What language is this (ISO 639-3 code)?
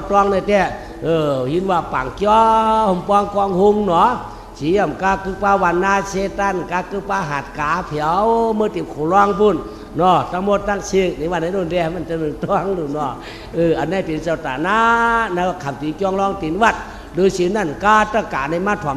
shn